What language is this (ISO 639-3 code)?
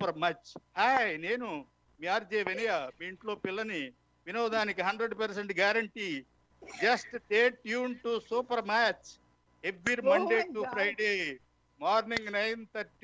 tel